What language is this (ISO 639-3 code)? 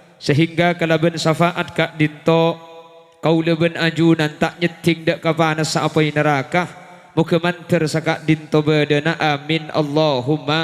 mad